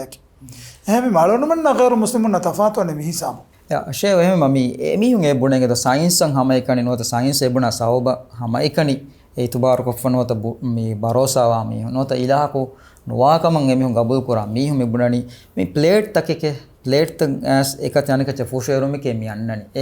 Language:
Divehi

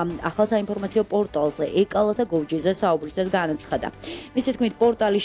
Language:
Georgian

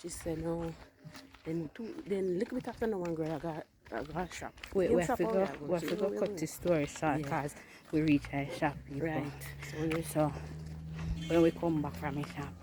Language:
Jamaican Creole English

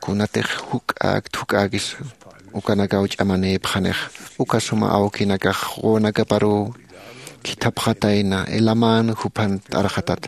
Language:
Aymara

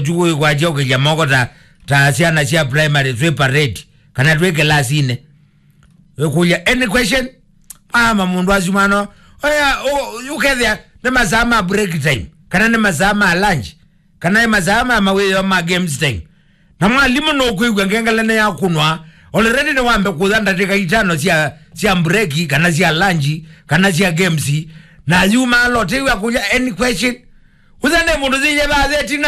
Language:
Kamba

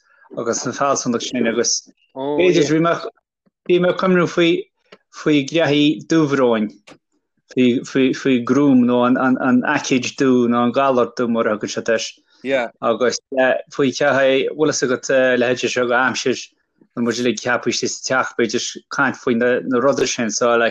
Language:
Irish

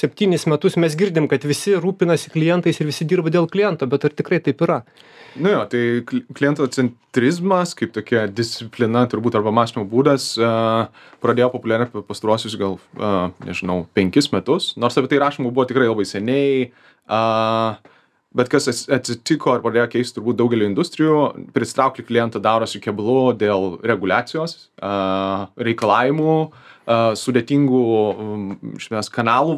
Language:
Lithuanian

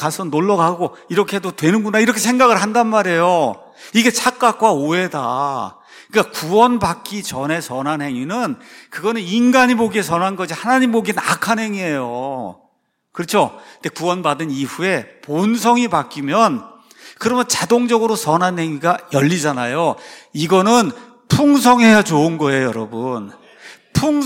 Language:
Korean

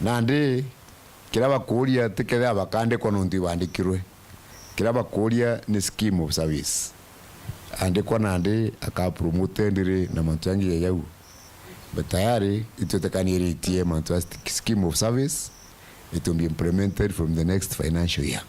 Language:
Meru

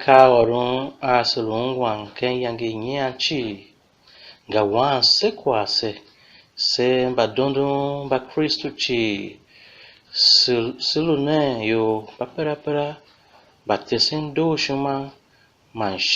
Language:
Tiv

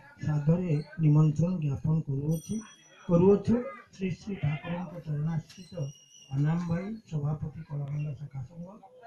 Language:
Odia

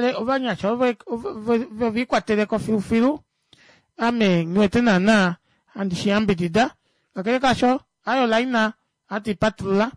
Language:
Kuanyama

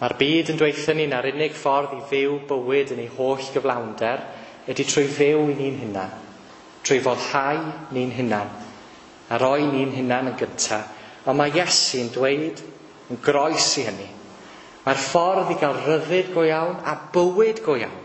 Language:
Welsh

